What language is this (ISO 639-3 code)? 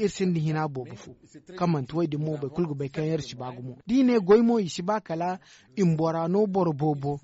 dje